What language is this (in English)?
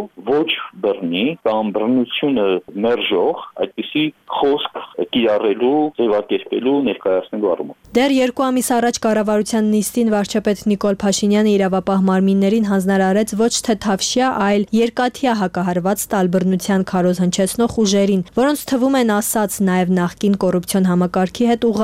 Armenian